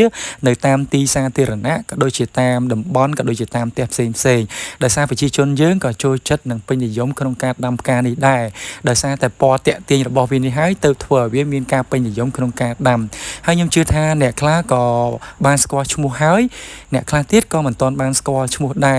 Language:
Khmer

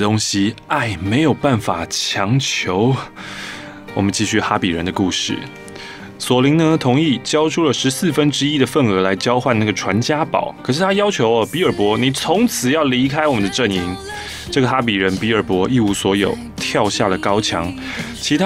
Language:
Chinese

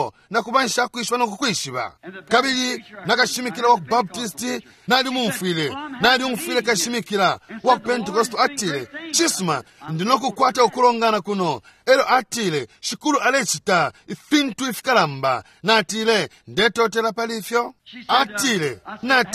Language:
Bemba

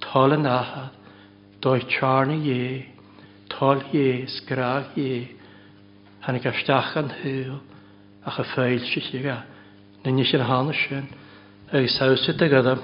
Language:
Welsh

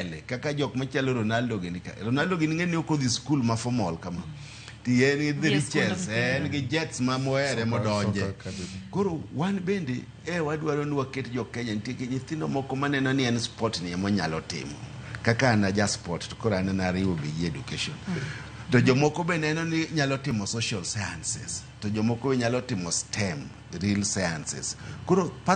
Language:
Luo (Kenya and Tanzania)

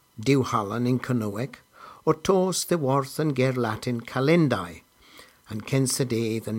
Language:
Cornish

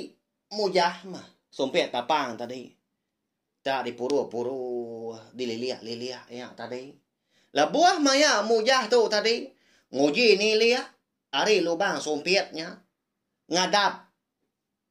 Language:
Iban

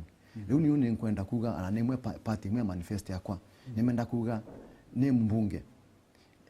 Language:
Meru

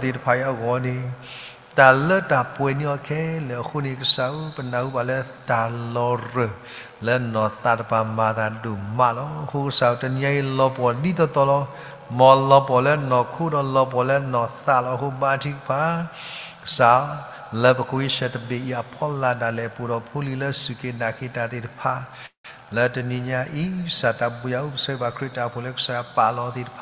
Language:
S'gaw Karen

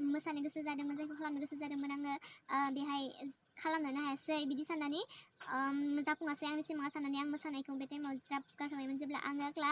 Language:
Bodo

